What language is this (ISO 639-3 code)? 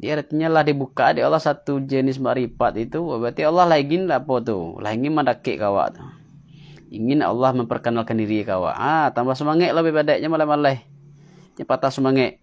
min